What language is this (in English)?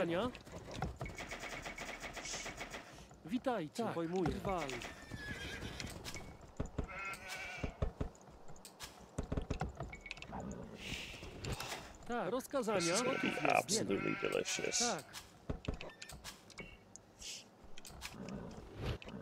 Polish